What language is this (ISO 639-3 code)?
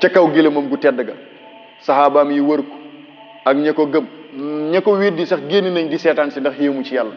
wol